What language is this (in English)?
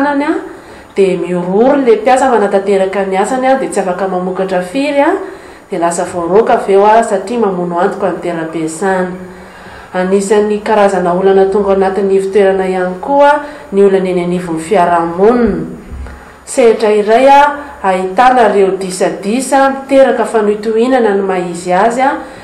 Malagasy